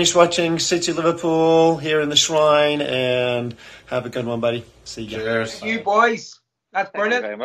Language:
English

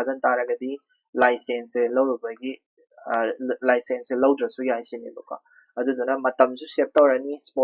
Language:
Manipuri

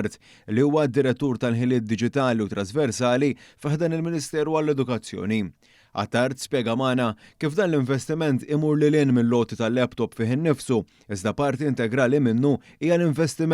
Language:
Maltese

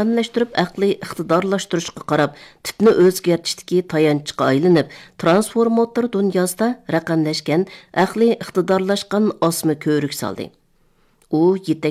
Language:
Uyghur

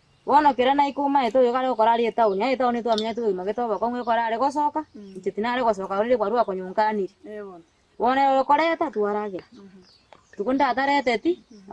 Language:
Gusii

